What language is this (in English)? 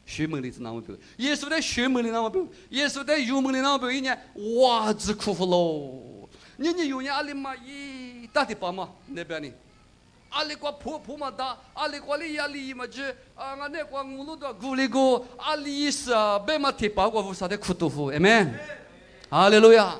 Lisu